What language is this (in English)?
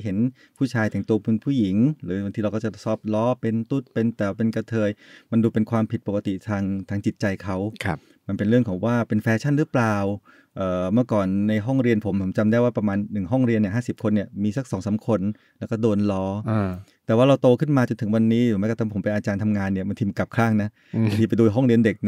Thai